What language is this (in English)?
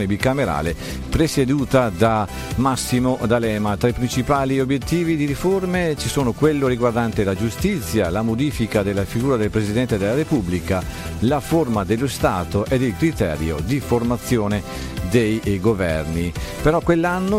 Italian